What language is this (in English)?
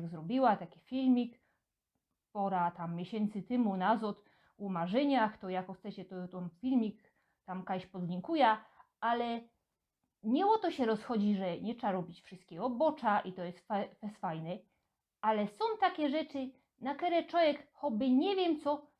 Silesian